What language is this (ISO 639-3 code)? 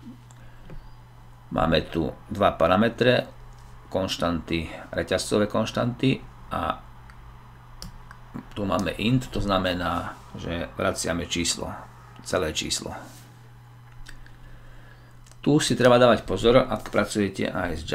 slk